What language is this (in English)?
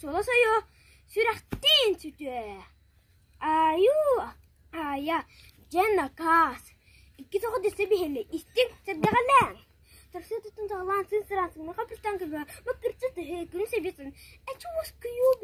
Yakut